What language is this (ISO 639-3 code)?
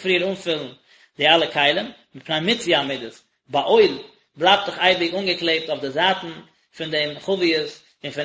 yid